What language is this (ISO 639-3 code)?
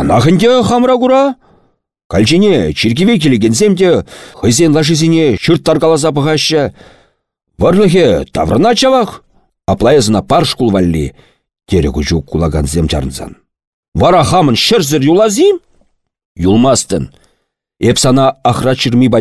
chv